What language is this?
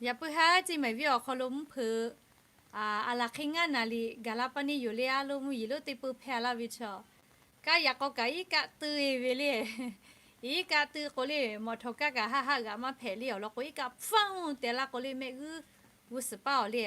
Lahu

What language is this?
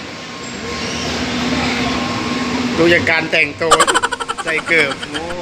Lao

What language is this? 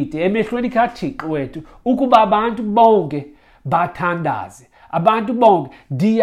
Xhosa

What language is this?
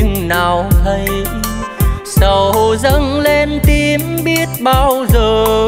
Vietnamese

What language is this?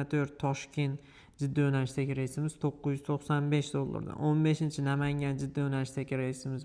Uzbek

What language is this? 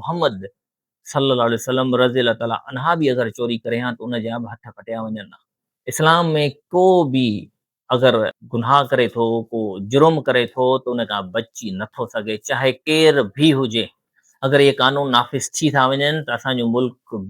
Sindhi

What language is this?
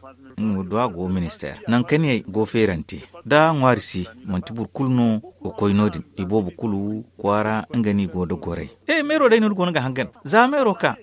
Zarma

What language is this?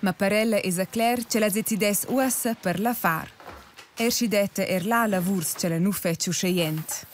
Romansh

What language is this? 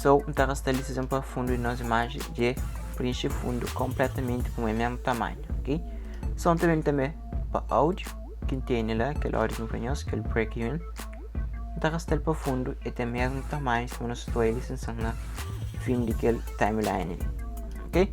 Kabuverdianu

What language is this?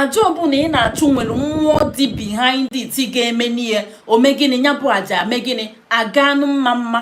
Igbo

